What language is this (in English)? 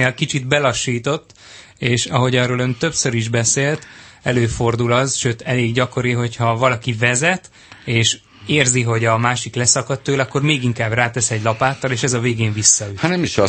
Hungarian